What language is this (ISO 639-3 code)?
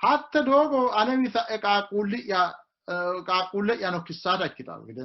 sid